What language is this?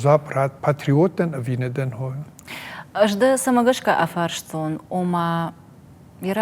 Ossetic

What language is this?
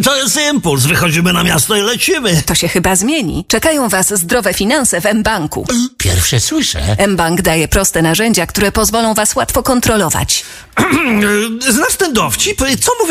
Polish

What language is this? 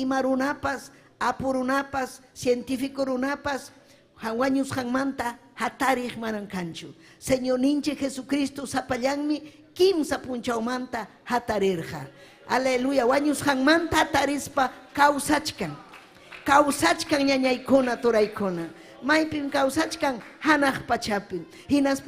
Ayacucho Quechua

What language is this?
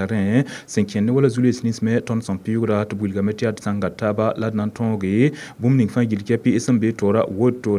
Mossi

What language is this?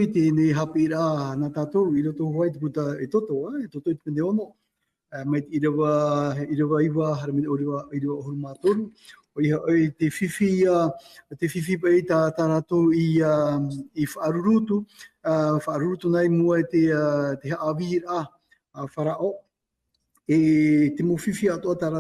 Tahitian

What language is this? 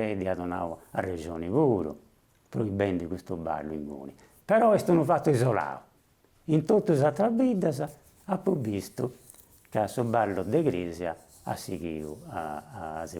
Sardinian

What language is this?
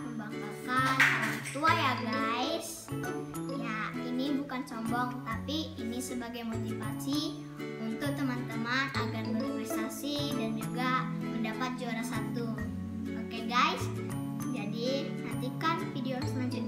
Indonesian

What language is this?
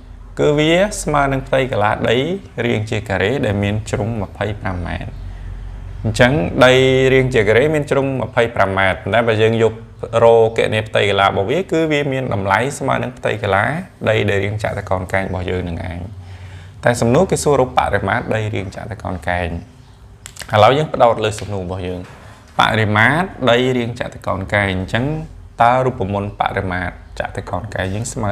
Khmer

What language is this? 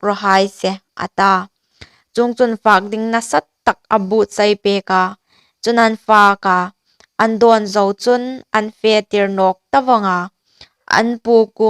Hmar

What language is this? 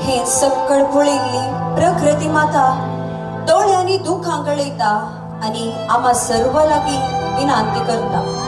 Konkani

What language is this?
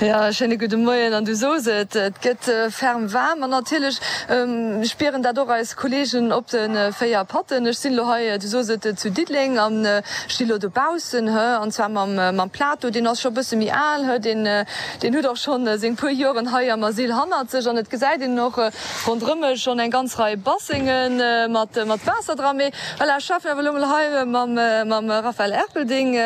Luxembourgish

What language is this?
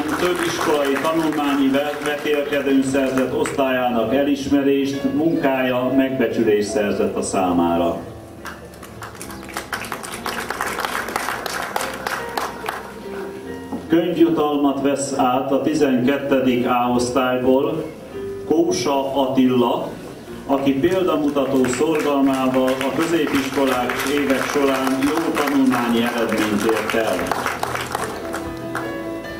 Hungarian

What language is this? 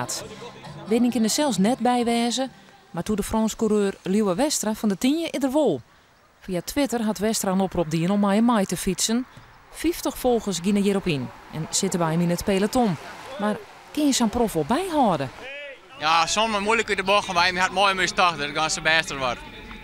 Western Frisian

